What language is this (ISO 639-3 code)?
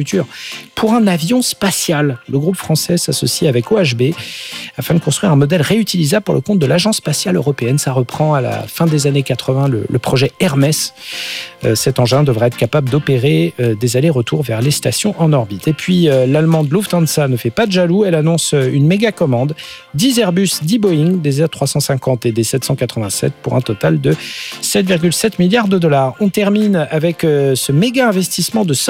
fra